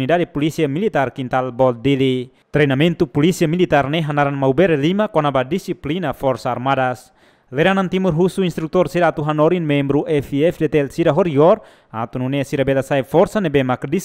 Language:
Tetum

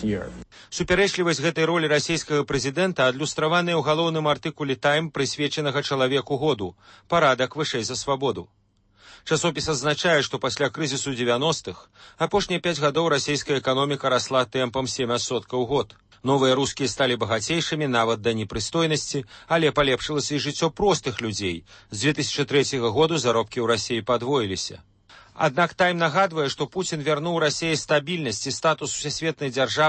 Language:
Belarusian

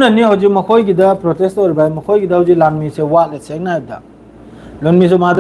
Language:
Manipuri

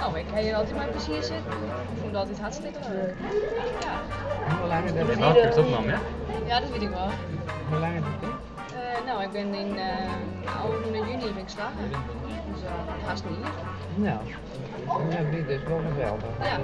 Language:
Western Frisian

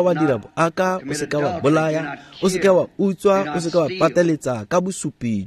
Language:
Tswana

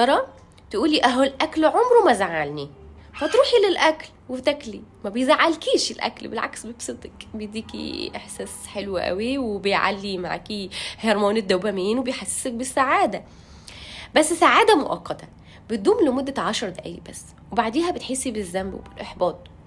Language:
Egyptian Arabic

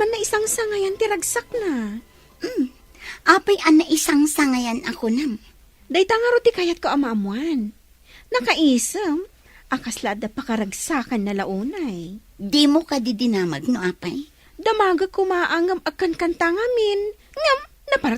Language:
Iloko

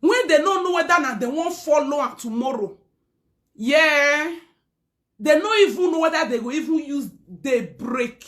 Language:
Nigerian Pidgin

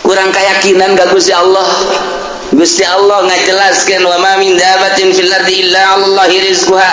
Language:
Sundanese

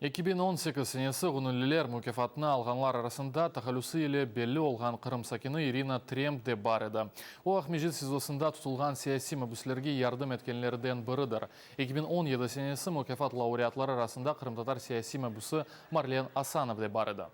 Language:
Crimean Tatar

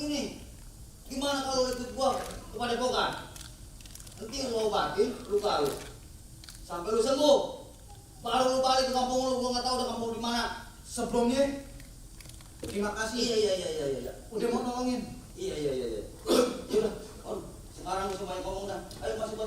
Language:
Betawi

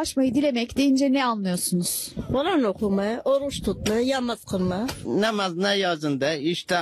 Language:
Turkish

